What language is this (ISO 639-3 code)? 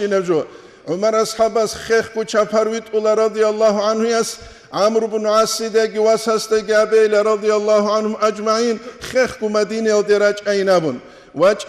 ava